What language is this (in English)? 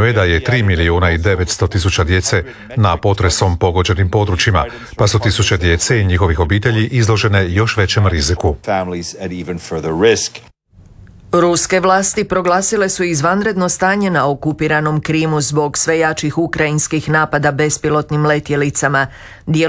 Croatian